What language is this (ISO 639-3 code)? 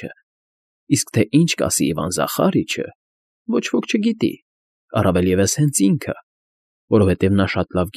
hye